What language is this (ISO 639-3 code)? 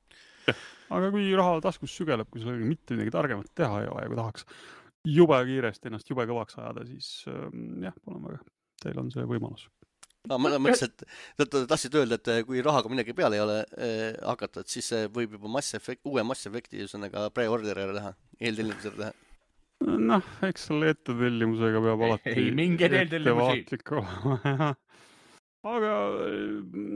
est